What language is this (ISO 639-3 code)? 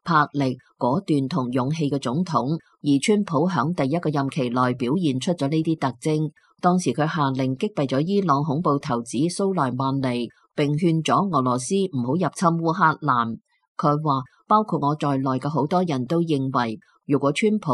yue